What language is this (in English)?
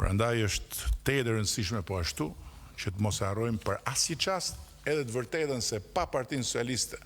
Albanian